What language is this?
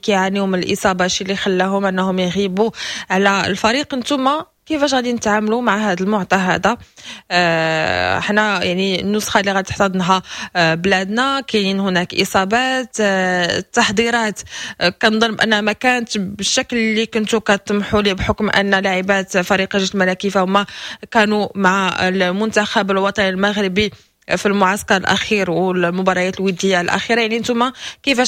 Moroccan Arabic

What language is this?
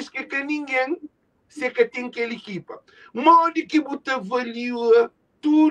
Kabuverdianu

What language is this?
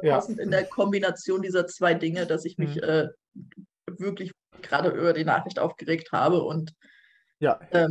German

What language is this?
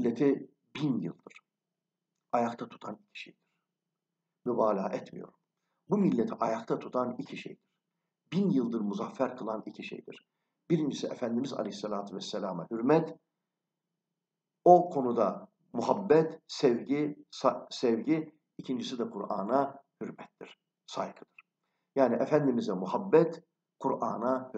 Turkish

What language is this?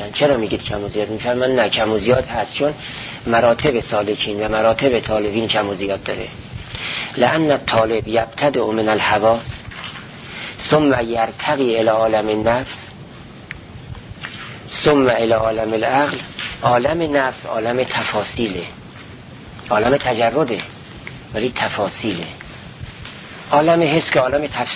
Persian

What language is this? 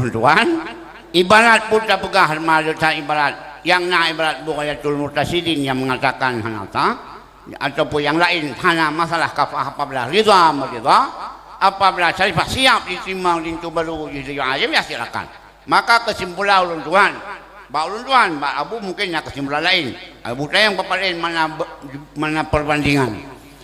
Achinese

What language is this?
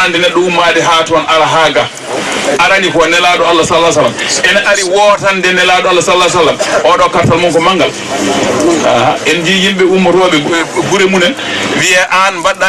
Fula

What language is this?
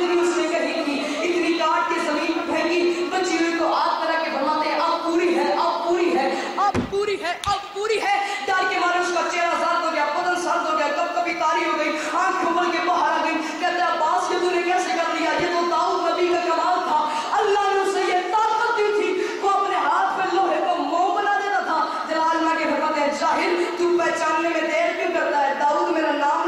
Urdu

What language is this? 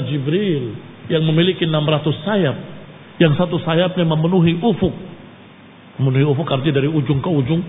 Indonesian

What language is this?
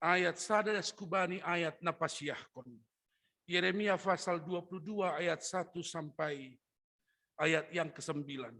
Batak Simalungun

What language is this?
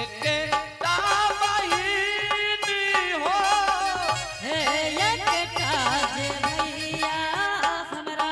Angika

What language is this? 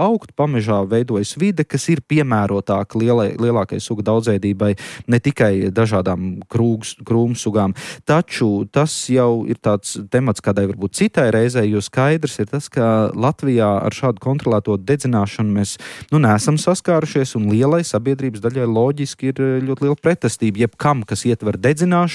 Latvian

